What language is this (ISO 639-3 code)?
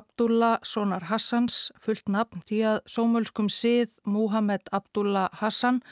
isl